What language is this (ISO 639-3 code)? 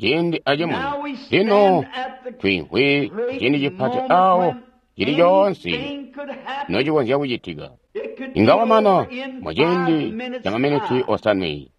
toi